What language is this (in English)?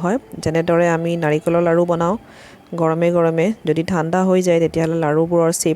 Assamese